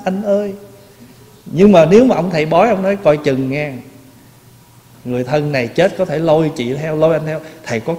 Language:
Vietnamese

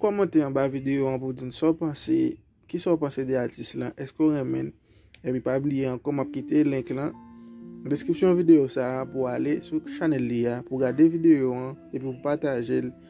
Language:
Haitian Creole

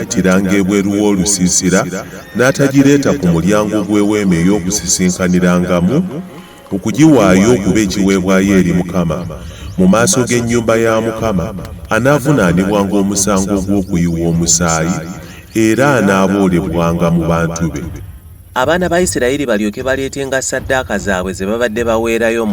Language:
Ganda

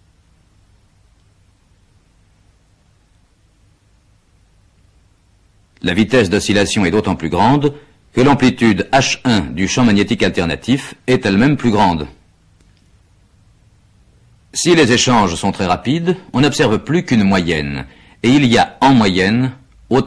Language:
French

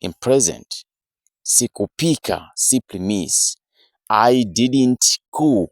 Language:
English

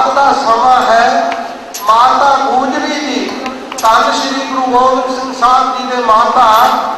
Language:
Punjabi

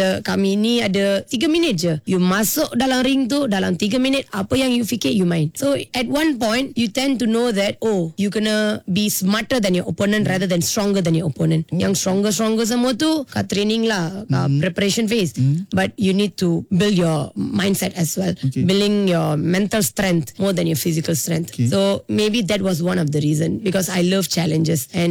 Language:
Malay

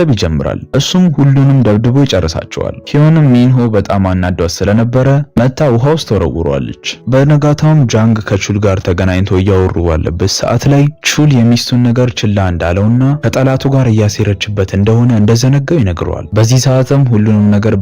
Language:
Amharic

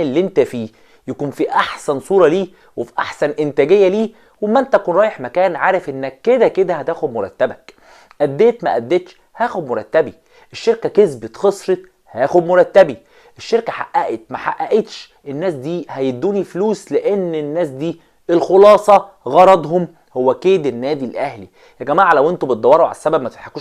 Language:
Egyptian Arabic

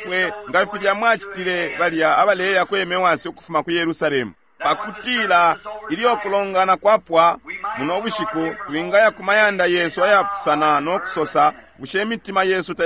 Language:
Bemba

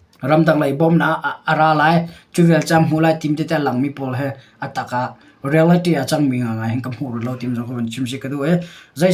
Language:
Hakha Chin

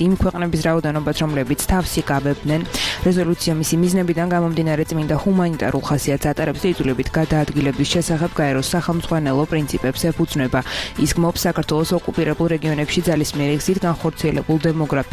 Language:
Georgian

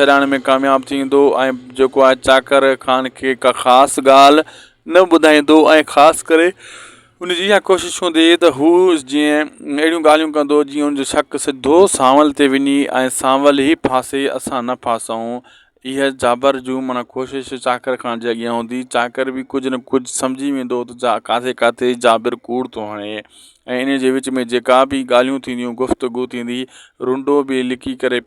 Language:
Sindhi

